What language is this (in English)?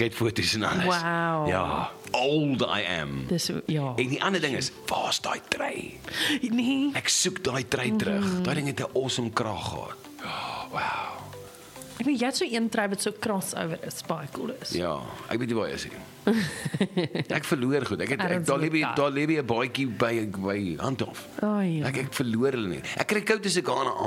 Afrikaans